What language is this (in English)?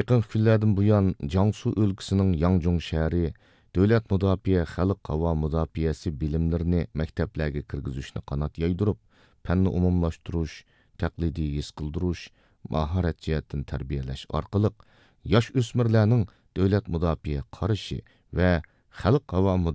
Uyghur